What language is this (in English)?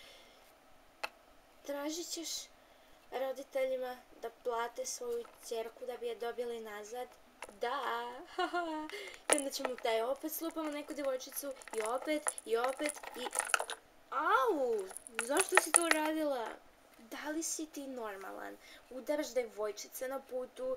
Serbian